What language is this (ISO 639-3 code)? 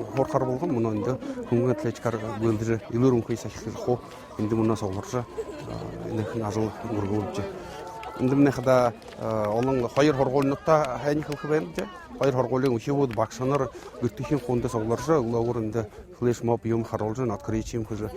bua